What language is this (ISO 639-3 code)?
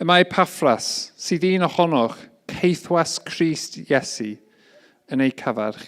cym